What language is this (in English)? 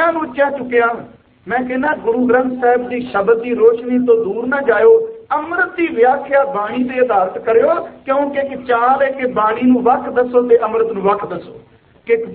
Punjabi